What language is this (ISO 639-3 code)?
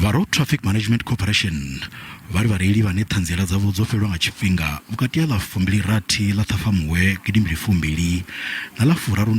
ven